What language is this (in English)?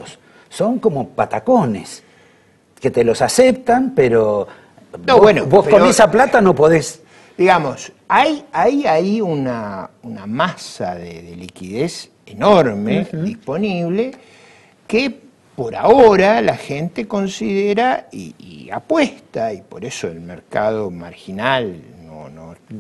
Spanish